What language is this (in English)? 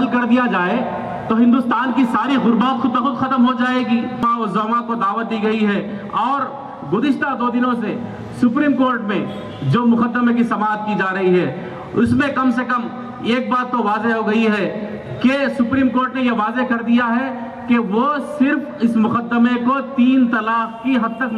Urdu